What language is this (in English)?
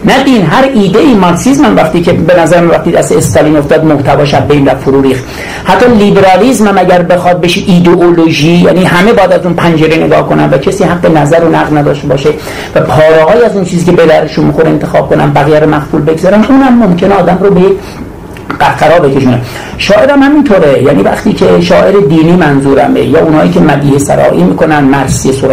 Persian